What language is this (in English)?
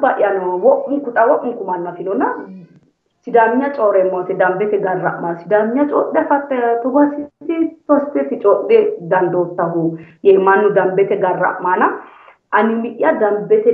Sidamo